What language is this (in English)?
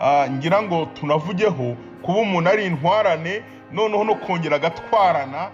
Kinyarwanda